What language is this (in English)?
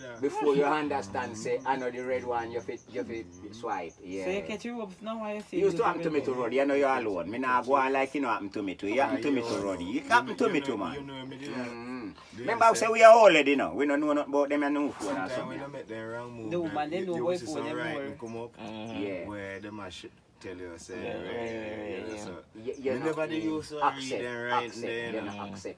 Jamaican Creole English